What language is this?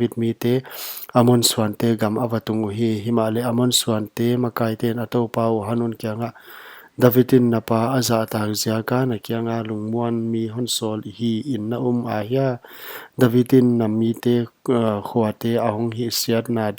Paite Chin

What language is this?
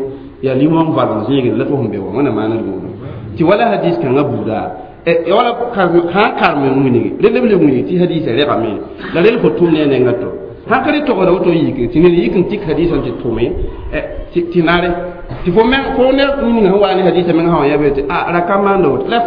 Mossi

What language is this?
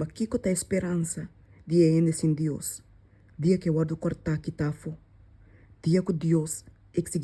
Papiamento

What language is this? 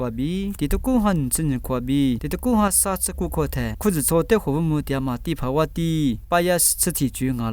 Lisu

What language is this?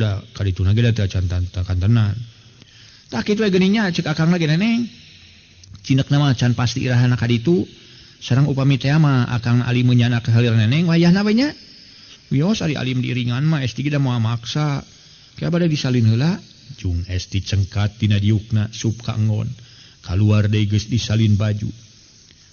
Sundanese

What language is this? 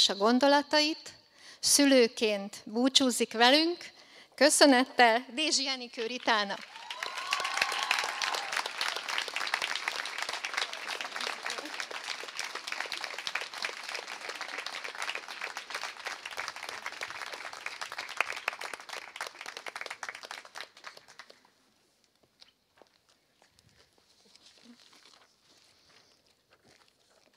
Hungarian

